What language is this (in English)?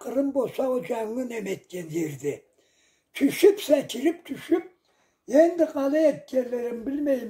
Karachay-Balkar